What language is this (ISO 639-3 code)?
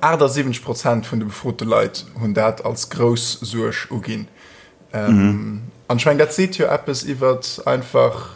ltz